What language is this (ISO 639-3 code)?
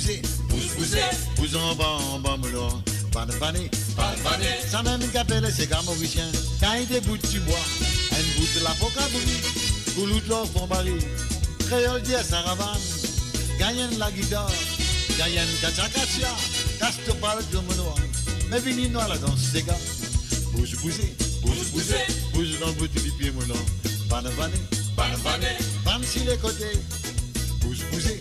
mfe